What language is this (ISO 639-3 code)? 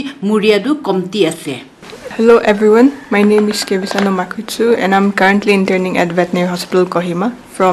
nag